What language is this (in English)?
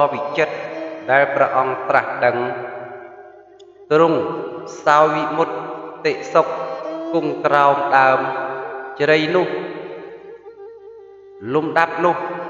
Khmer